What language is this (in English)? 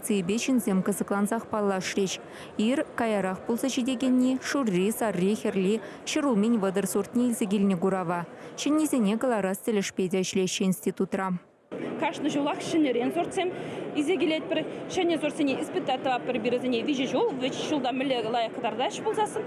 Chuvash